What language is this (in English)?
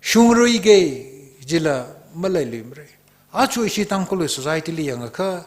Tangkhul Naga (India)